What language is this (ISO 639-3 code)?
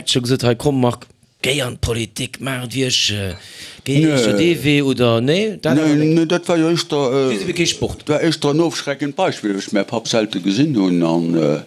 ltz